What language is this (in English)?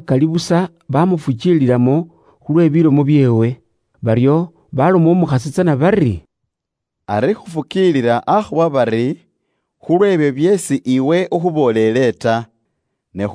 Luyia